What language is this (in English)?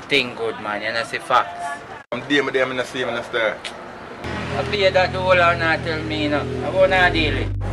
Jamaican Creole English